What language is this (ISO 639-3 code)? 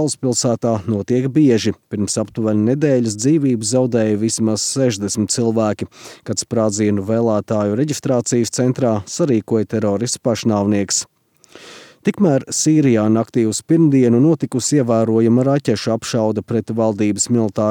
lav